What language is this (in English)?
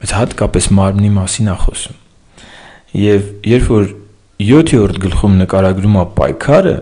Armenian